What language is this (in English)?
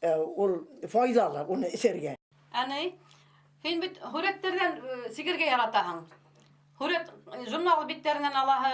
Bashkir